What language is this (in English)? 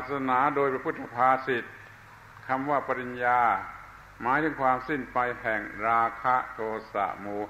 Thai